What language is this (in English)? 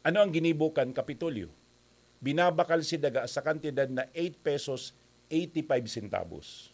Bikol